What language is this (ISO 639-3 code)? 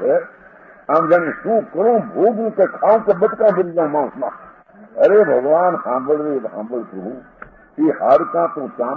guj